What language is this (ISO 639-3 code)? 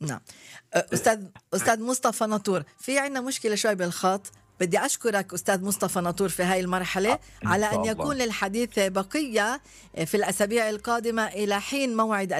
apc